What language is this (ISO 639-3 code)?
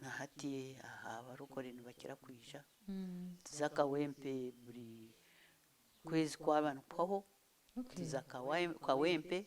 nyn